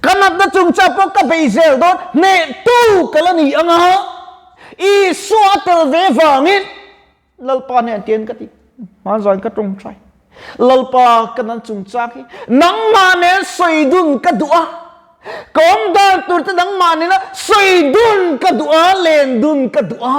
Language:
Mizo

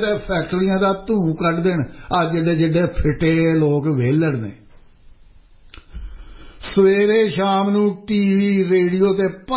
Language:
Punjabi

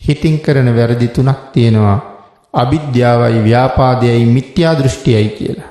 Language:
Sinhala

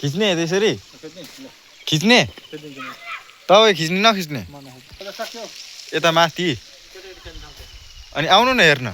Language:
Nepali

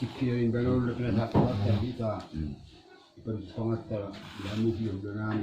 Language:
Batak Toba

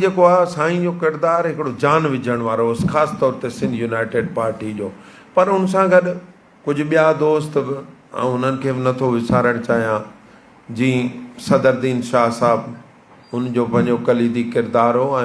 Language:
Sindhi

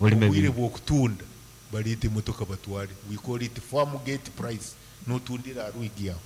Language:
Nyankole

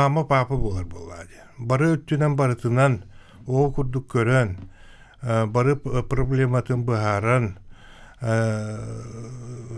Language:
Yakut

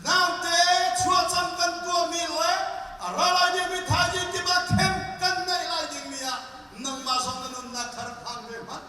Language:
Hakha Chin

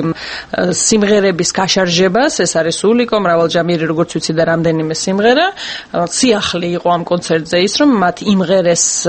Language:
Georgian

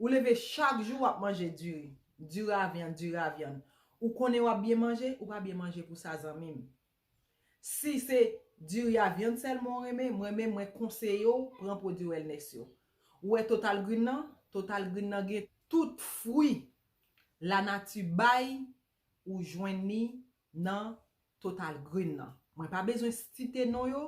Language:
Haitian Creole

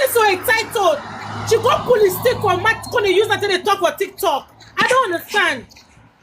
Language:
Nigerian Pidgin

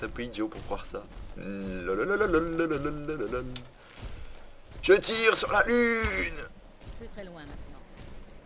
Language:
French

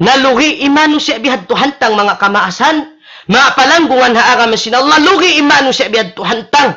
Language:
Tausug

